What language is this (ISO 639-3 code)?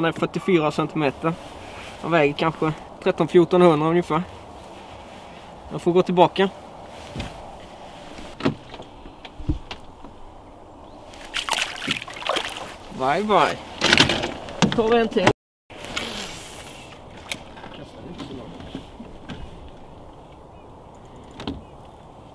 swe